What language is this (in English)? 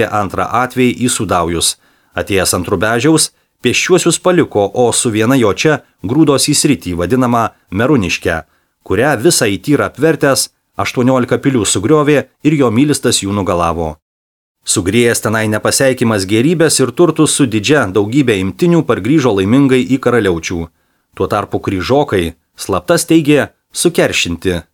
Lithuanian